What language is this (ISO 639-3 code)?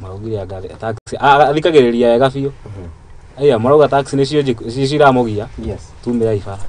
kik